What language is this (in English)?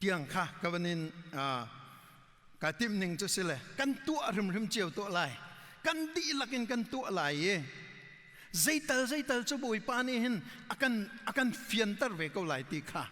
Hakha Chin